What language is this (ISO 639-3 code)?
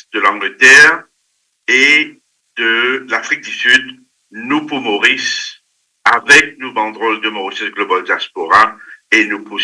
mfe